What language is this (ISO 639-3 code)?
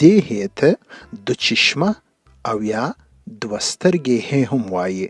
pus